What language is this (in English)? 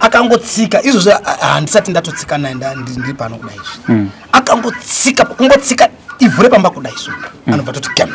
Shona